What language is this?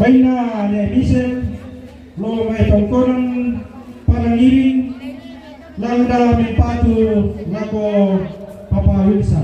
Toraja-Sa'dan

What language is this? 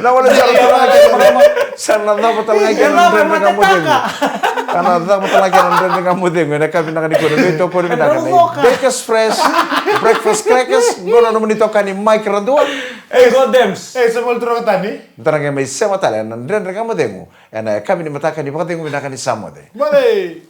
Fijian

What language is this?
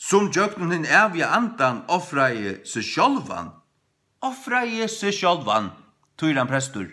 Faroese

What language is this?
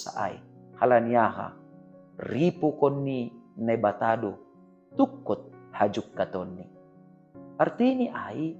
Batak Simalungun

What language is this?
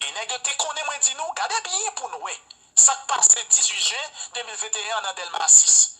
Haitian Creole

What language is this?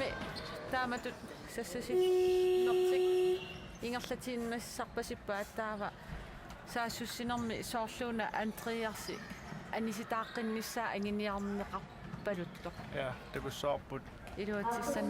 Kalaallisut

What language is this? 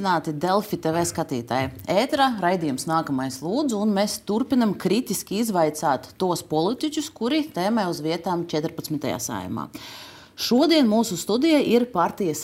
Latvian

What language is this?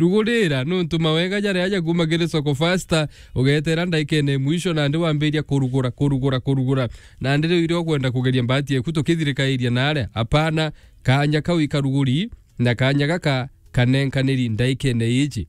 Meru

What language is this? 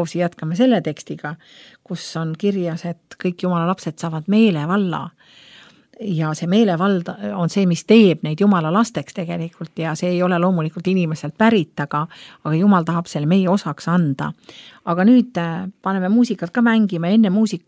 Estonian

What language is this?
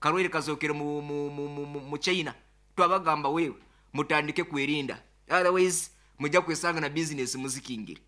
Nyankole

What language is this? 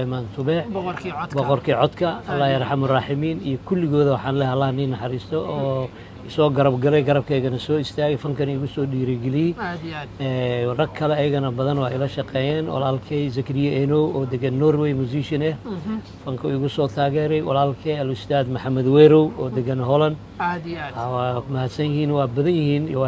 Somali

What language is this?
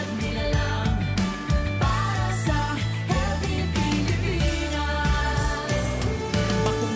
Bikol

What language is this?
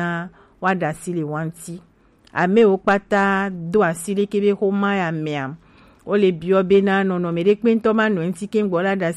Gen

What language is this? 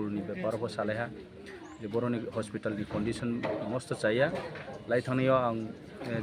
Kok Borok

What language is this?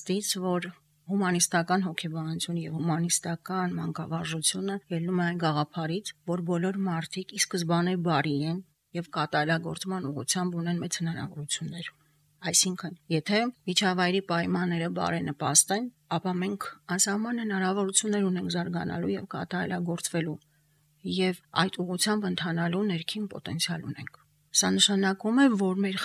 Armenian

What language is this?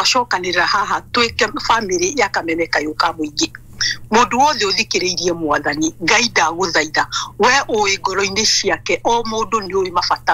Kikuyu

